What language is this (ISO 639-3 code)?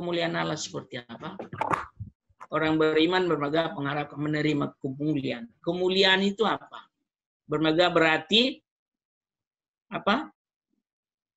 ind